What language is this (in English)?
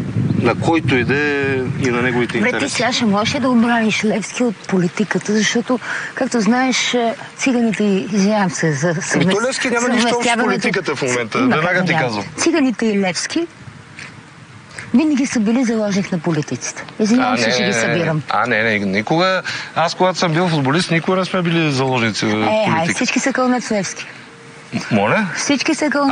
Bulgarian